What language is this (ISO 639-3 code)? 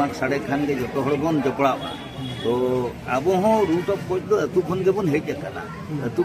sat